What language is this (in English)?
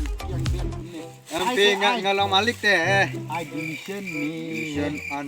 Khasi